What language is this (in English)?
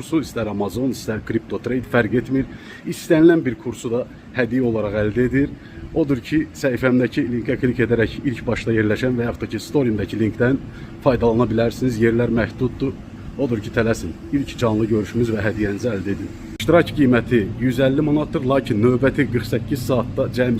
Azerbaijani